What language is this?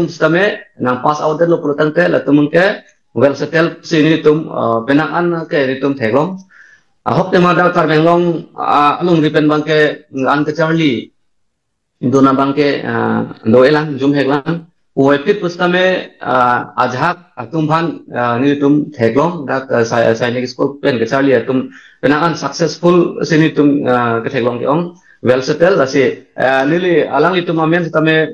Karbi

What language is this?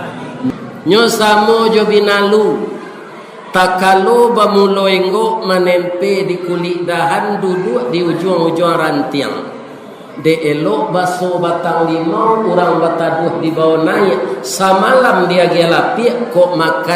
Minangkabau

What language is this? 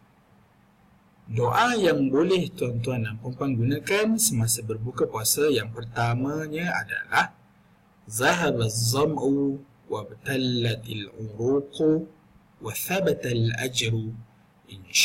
Malay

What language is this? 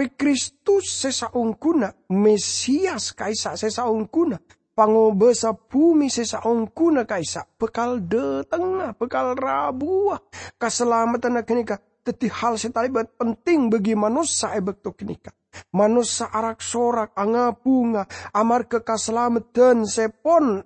Madurese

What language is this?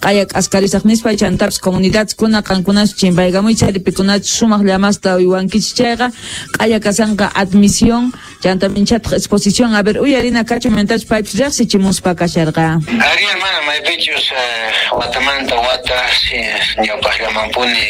Quechua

